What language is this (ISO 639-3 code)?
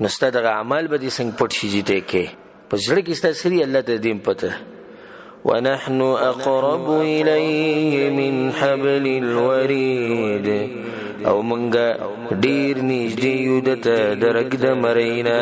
pus